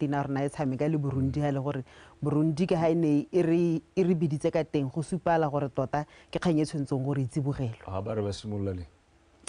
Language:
Tswana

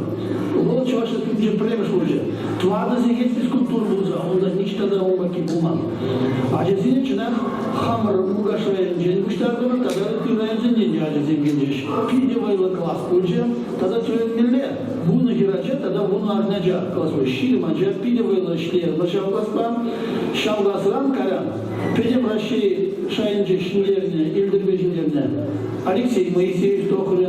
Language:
Chuvash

